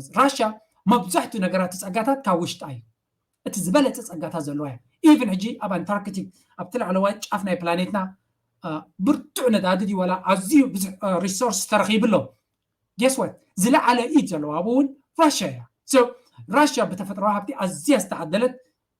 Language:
Tigrinya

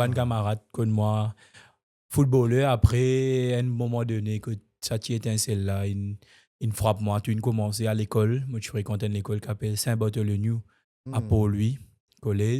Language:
Morisyen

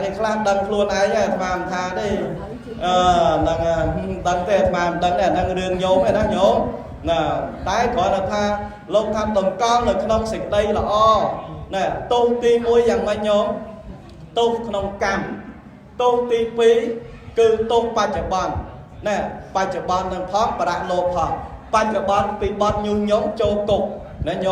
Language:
Khmer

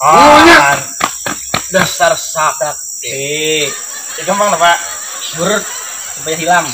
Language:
Banjar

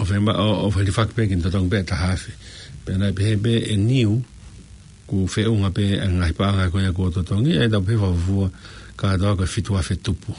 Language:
Tongan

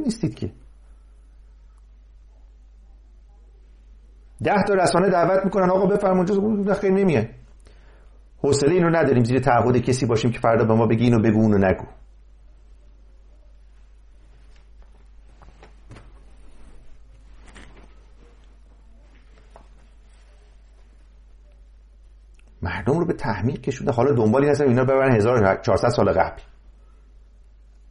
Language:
Persian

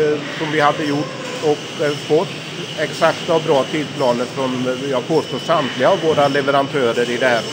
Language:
Swedish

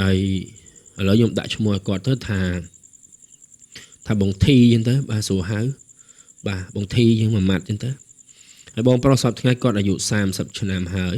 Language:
Khmer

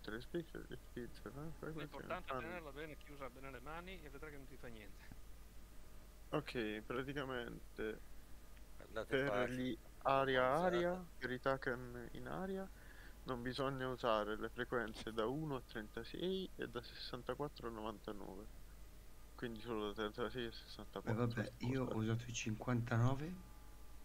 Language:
Italian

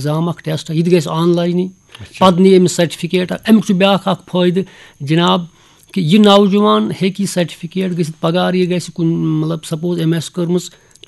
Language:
Kashmiri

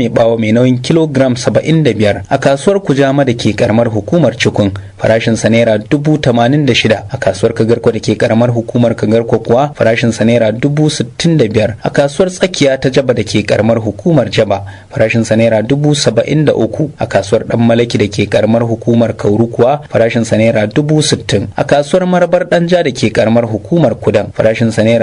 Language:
Hausa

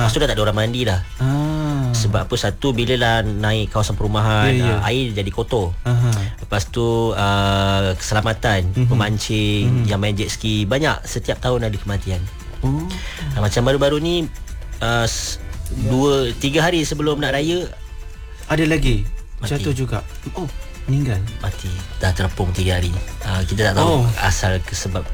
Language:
Malay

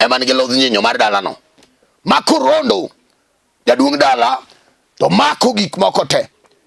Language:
Luo (Kenya and Tanzania)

